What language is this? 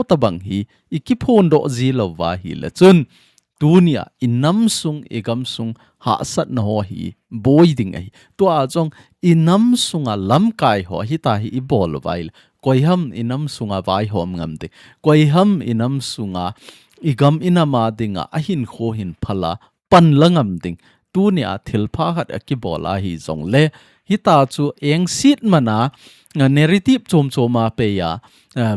Thado Chin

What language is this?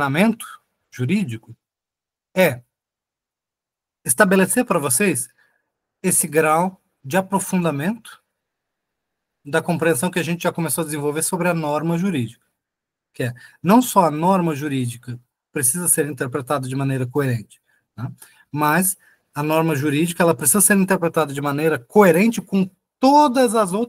Portuguese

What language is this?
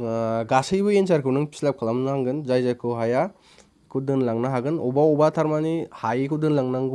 Bodo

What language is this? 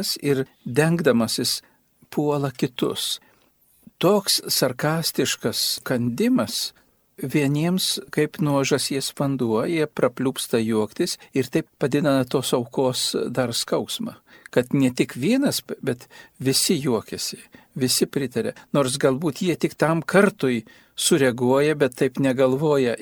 Lithuanian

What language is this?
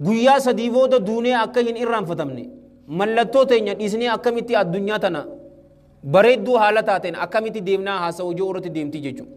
Oromo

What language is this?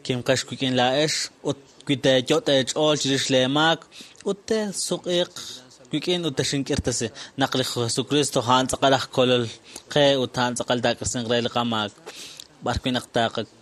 Kekchí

